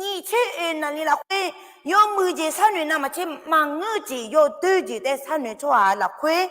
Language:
Akha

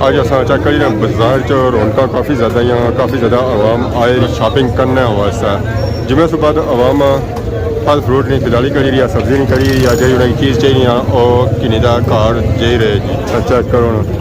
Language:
Pahari-Potwari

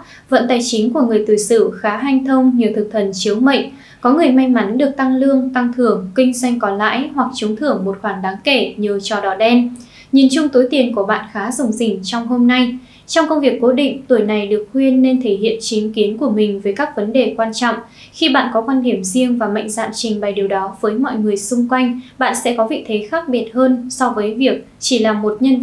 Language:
Vietnamese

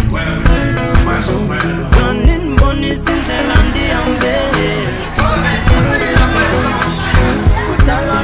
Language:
English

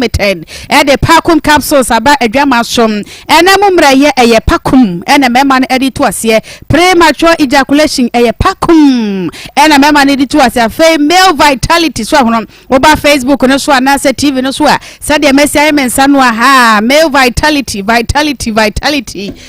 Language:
Akan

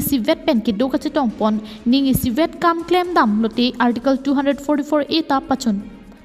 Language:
Karbi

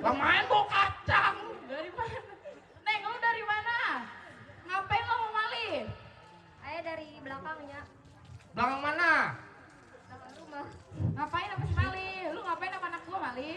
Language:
Betawi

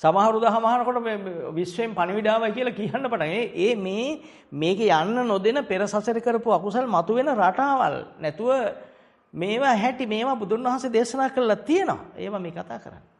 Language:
Sinhala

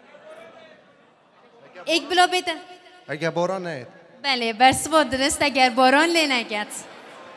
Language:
Persian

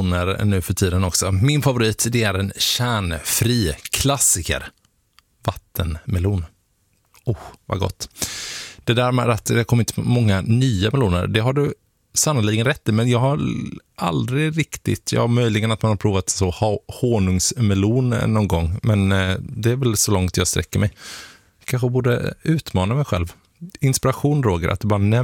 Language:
Swedish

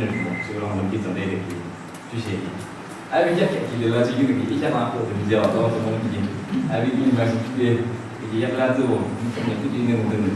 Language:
Yimchungru Naga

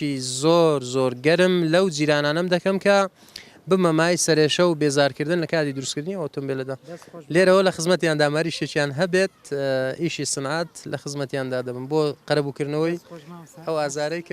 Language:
Central Kurdish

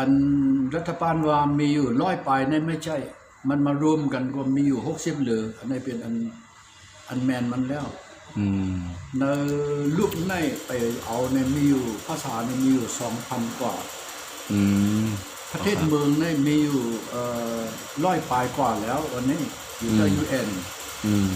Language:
Shan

